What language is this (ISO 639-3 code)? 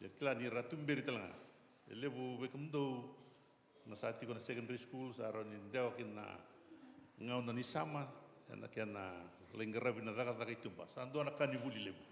fij